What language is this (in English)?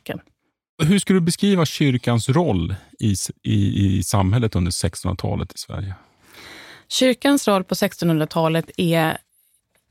Swedish